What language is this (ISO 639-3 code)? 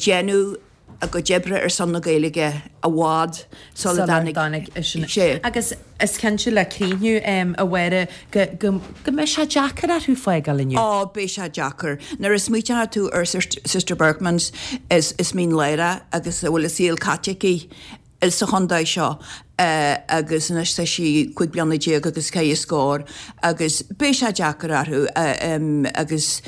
gle